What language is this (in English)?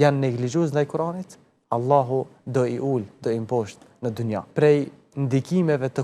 Albanian